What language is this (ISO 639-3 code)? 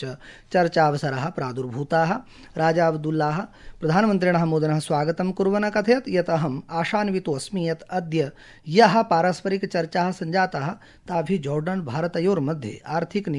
san